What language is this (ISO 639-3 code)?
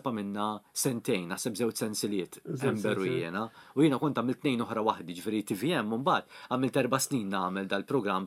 mlt